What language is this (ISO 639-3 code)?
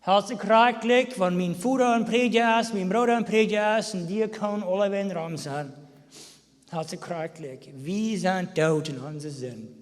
pdt